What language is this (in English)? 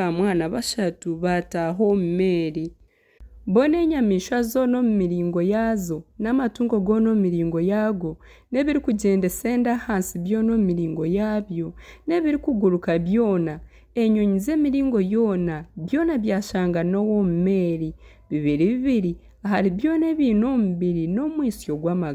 Nyankole